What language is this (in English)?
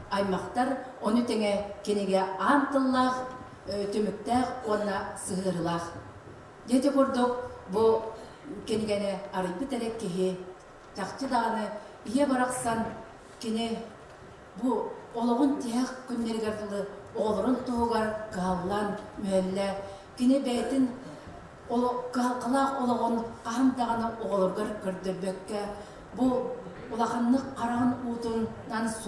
Yakut